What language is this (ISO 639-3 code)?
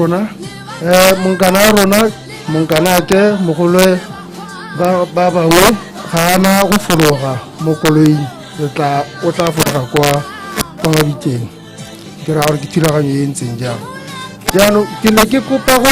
tsn